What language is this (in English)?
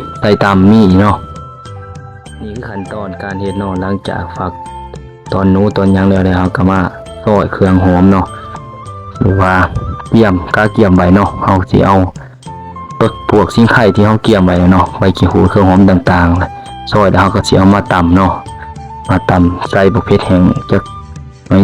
Lao